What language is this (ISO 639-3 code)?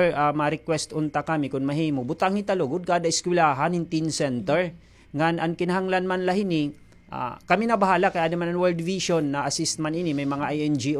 war